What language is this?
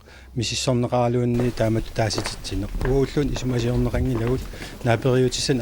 Kalaallisut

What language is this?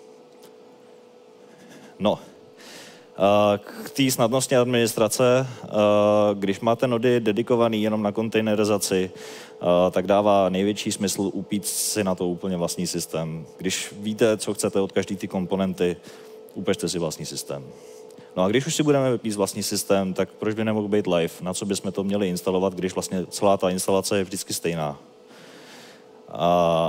Czech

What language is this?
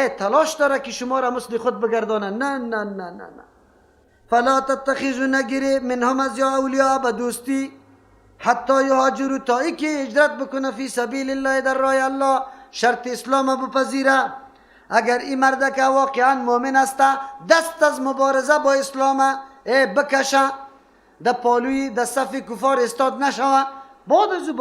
Persian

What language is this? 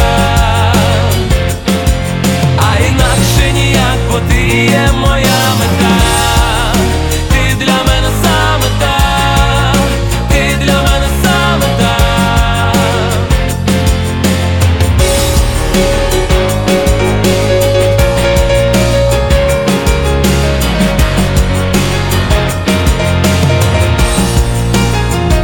Ukrainian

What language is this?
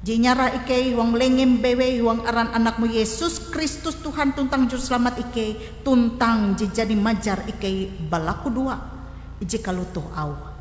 Ngaju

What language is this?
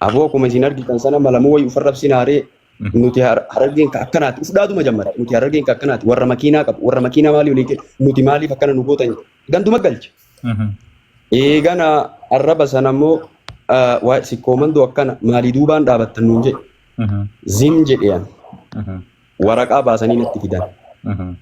Oromo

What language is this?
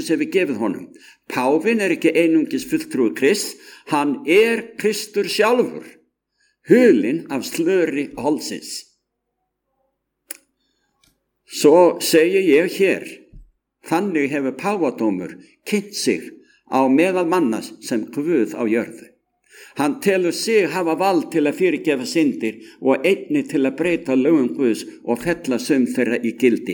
Icelandic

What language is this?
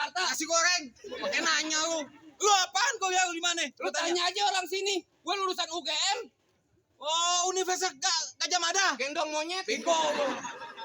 Betawi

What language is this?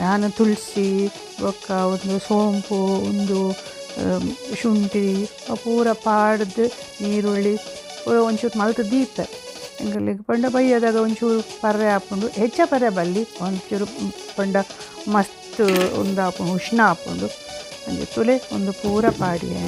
Tulu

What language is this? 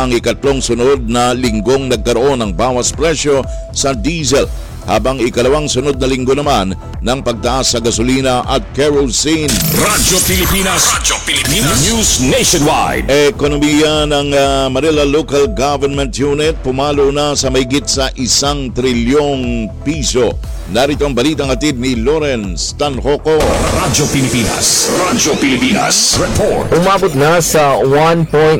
Filipino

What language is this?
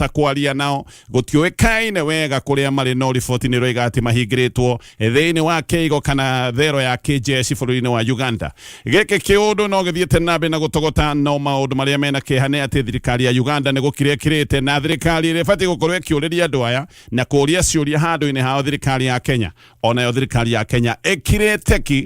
Kikuyu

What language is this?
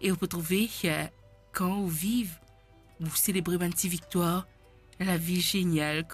Morisyen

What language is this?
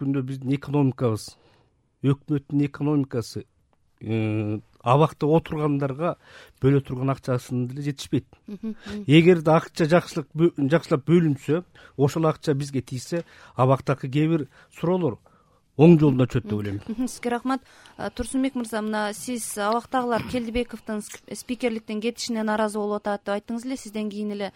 Kyrgyz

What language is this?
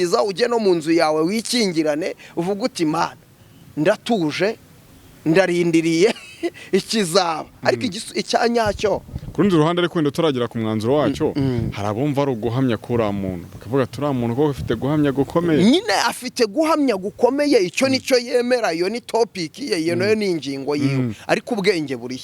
Kinyarwanda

